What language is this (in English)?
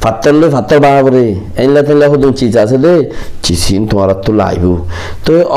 Rohingya